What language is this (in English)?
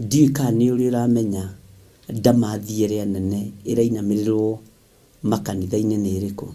Kikuyu